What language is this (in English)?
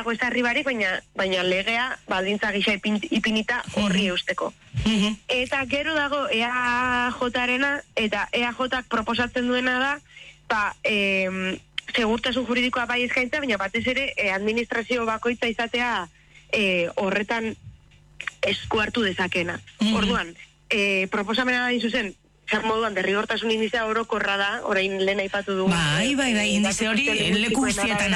Basque